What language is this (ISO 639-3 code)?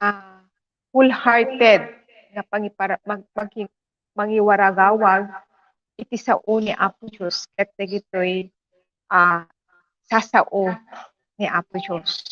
ilo